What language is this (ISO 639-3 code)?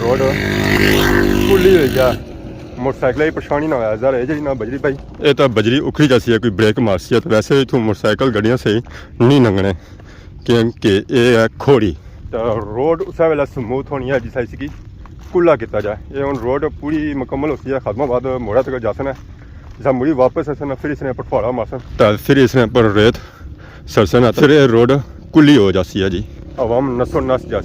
phr